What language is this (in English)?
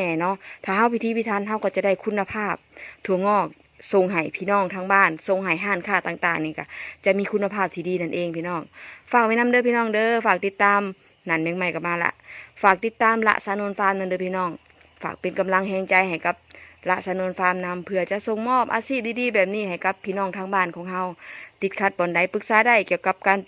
Northeastern Thai